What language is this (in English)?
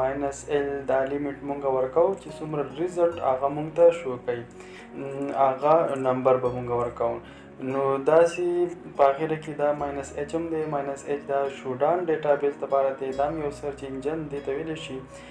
Pashto